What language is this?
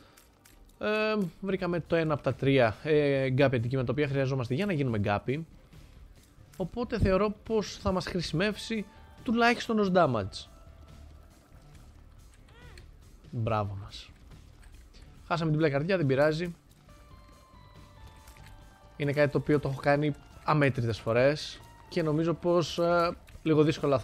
Greek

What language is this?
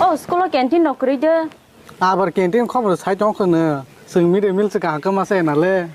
Kok Borok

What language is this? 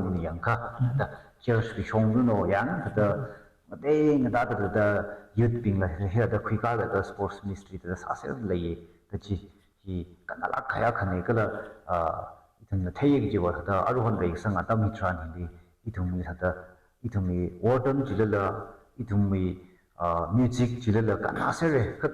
Tangkhul Naga (India)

